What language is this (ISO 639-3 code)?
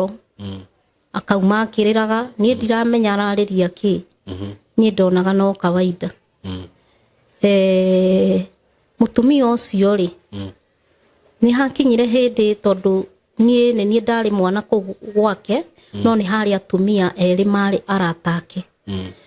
kik